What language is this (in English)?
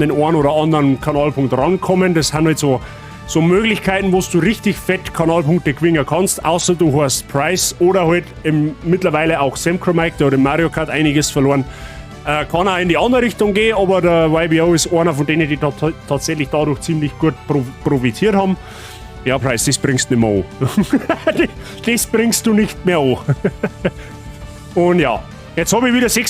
Bavarian